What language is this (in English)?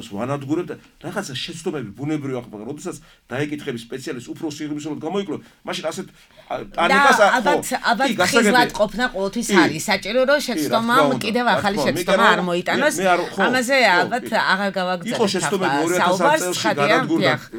Georgian